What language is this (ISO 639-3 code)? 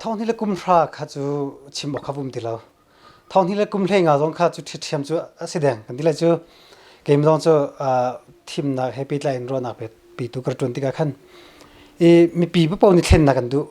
cnh